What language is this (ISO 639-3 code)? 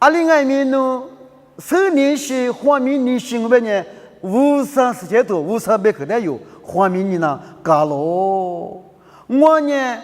lis